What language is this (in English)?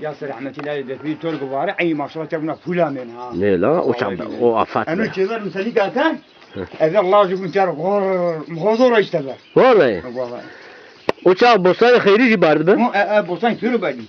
Zaza